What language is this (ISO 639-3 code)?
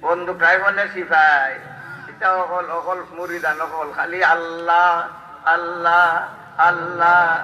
syl